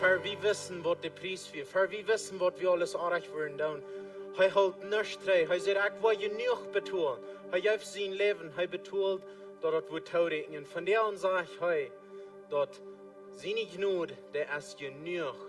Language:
Plautdietsch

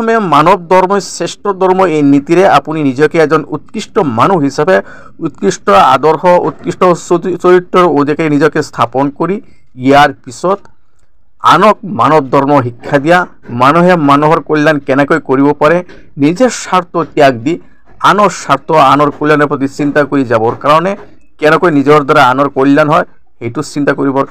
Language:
Assamese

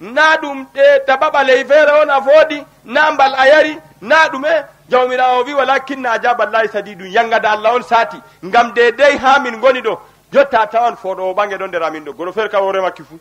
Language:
Fula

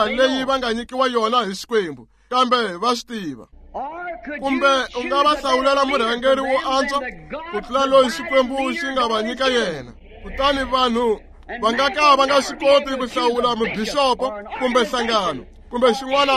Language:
Tsonga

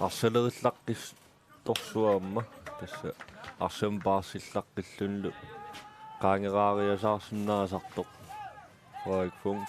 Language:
Kalaallisut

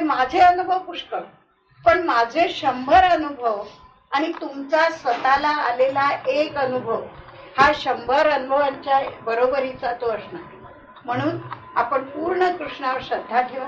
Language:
Marathi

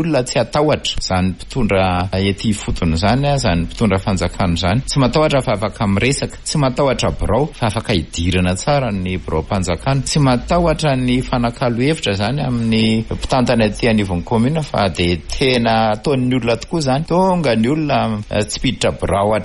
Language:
Malagasy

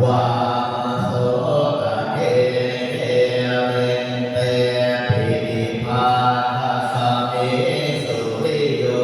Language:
Pali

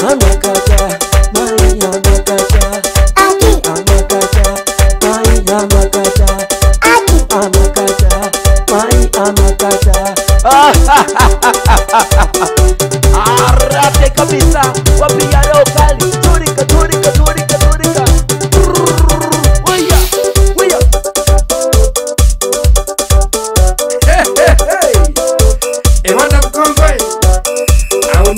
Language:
Swahili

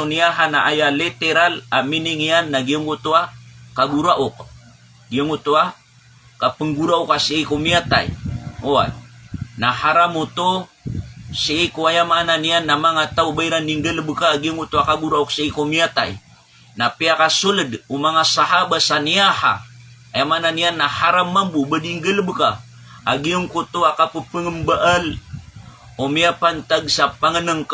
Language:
Maranao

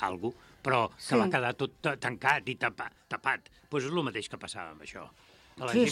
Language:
Catalan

